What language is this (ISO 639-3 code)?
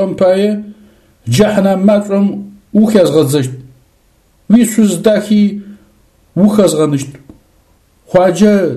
ady